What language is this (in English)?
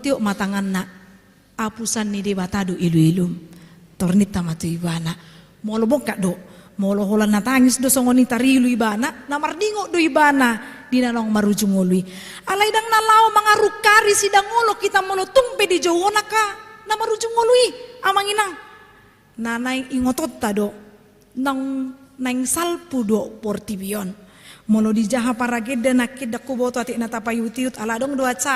Batak Toba